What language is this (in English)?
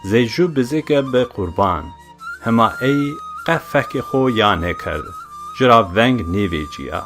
Zaza